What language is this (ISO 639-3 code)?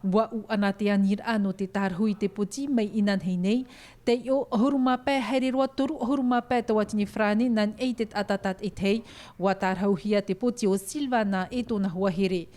tah